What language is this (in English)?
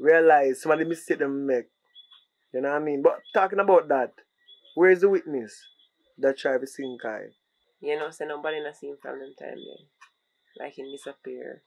Jamaican Creole English